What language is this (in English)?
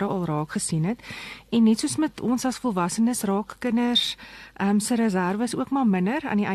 Afrikaans